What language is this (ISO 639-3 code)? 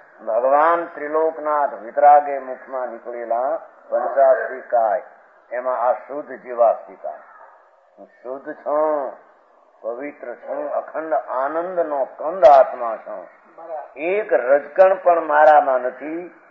guj